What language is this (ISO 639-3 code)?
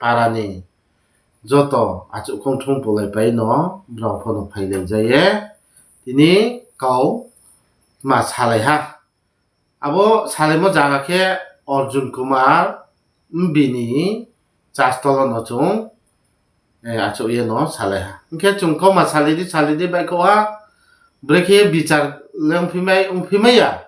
ria